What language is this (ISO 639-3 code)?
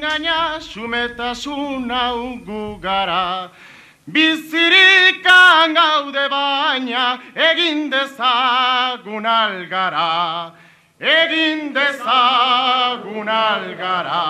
eus